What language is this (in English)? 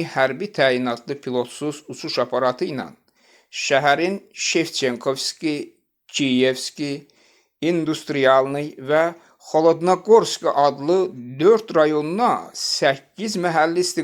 Azerbaijani